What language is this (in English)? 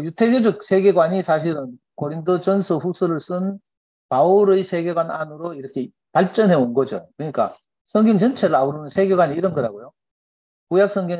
Korean